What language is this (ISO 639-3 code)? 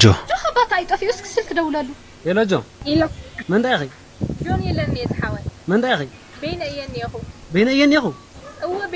tir